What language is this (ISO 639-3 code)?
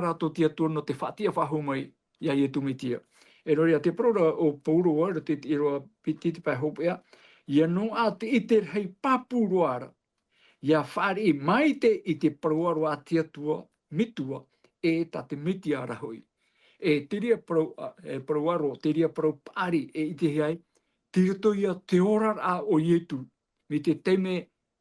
tah